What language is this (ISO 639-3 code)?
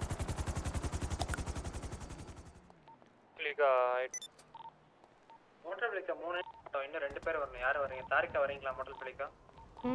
tam